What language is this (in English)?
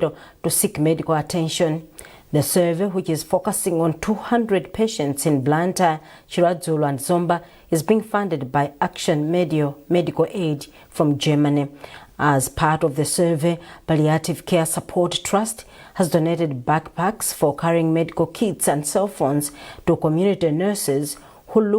English